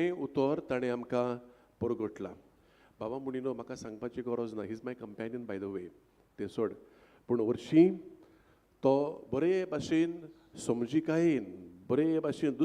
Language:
Konkani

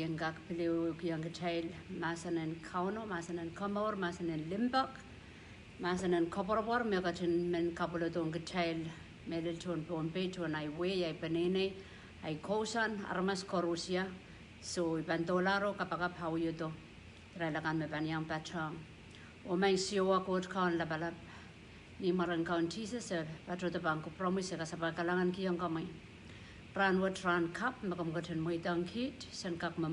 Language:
Pohnpeian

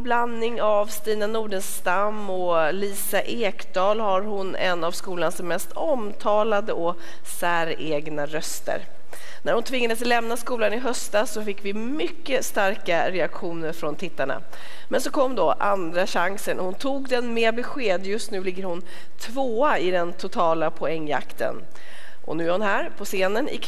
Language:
Swedish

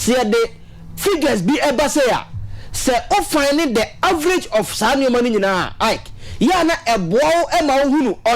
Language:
Akan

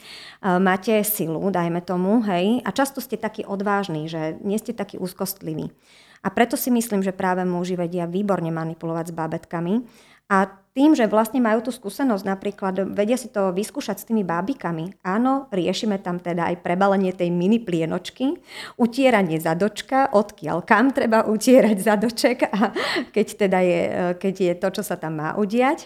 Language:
Slovak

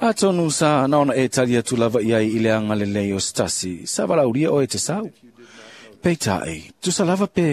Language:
Samoan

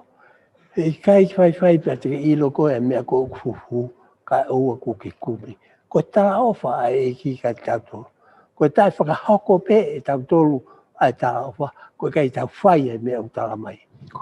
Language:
Tongan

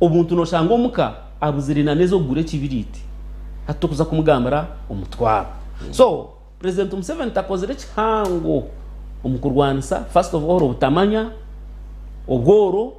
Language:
Nyankole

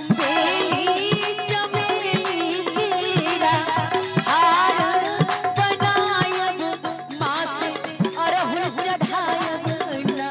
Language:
Maithili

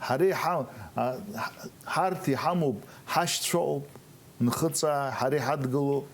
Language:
Abkhazian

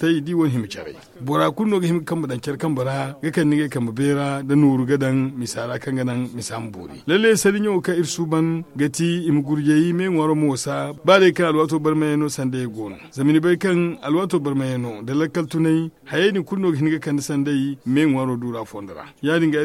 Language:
Zarma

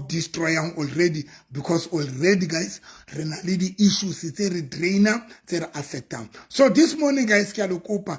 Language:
Southern Sotho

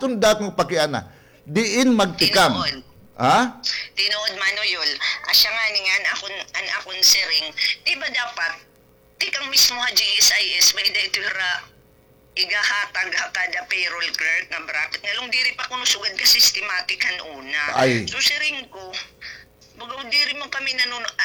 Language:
Waray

